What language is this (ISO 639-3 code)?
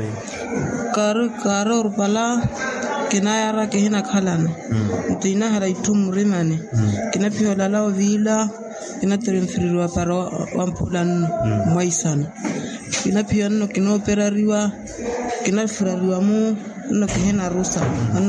vmw